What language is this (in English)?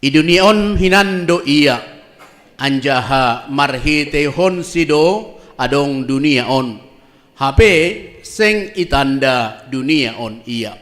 Batak Simalungun